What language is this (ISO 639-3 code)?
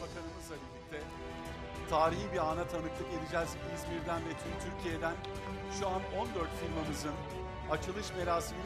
tur